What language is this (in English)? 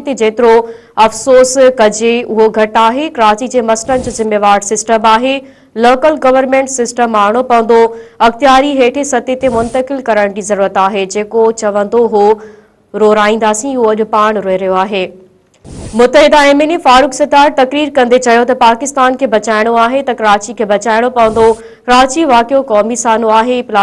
Sindhi